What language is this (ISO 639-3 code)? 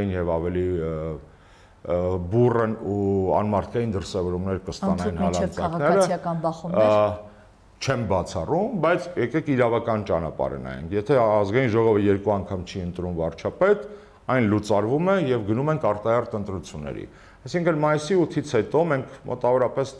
hye